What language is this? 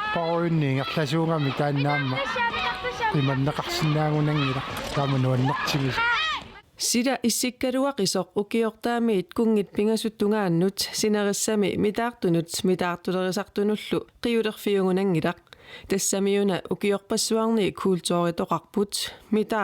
Kalaallisut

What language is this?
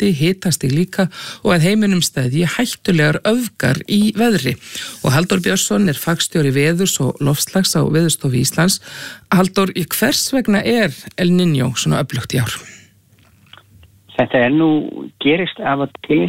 Icelandic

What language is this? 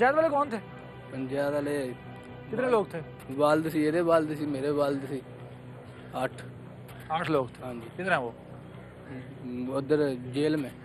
Hindi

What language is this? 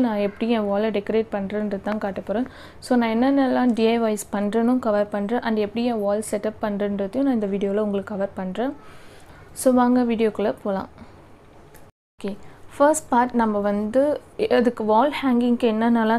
Tamil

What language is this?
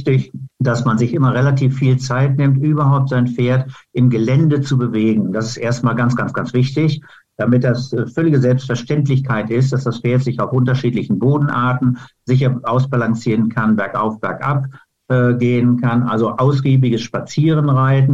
German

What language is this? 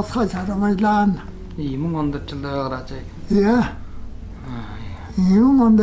Tuvinian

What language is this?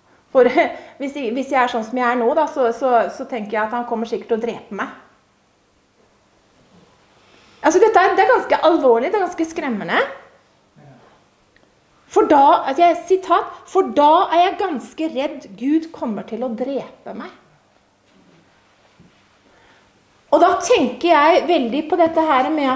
Norwegian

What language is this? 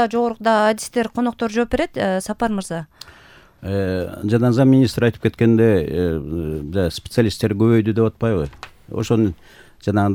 Kyrgyz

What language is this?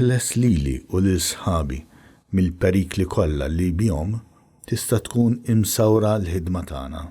Maltese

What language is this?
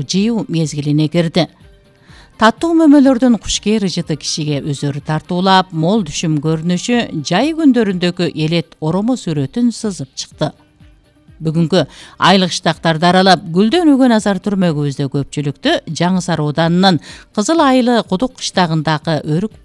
Kyrgyz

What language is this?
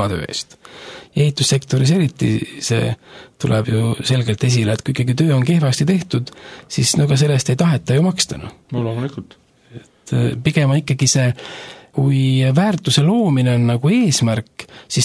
Estonian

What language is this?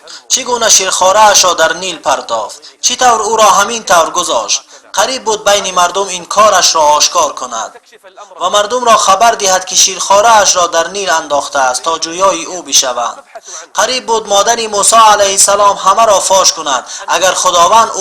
Tajik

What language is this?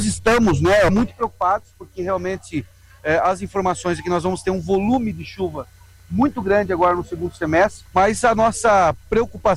Portuguese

